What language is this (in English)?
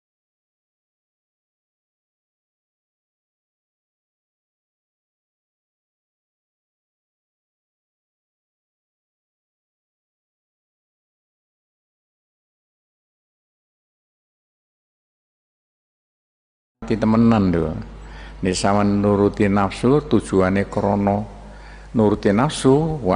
Javanese